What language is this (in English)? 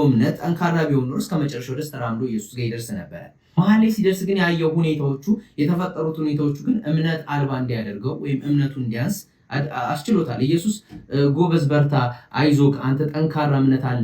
Amharic